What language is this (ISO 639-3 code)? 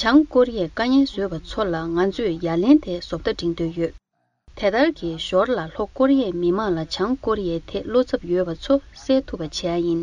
bod